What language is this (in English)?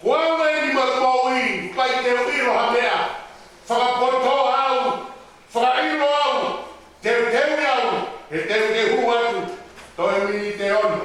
Tongan